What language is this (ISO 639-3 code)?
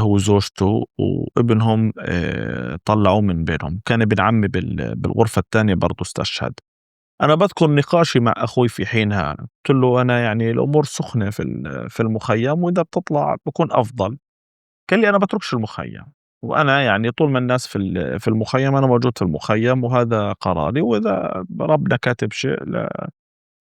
apc